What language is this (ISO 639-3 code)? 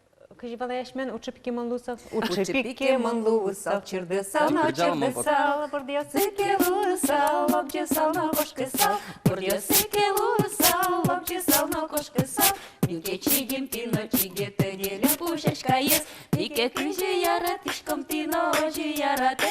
udm